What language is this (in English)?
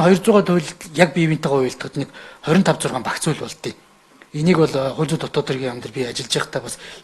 Mongolian